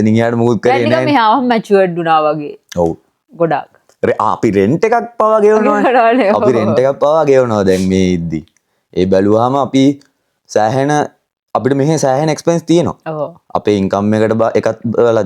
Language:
Sinhala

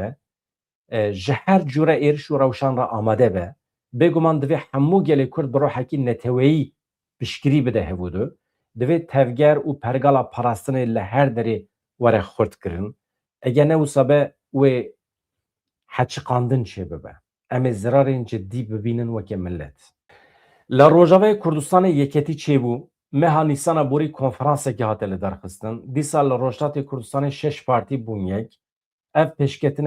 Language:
Kurdish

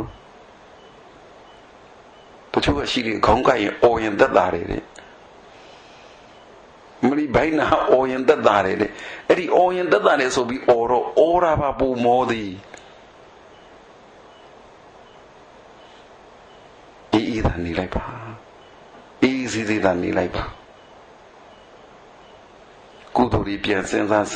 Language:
Burmese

